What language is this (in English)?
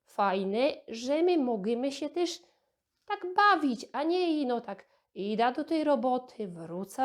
Silesian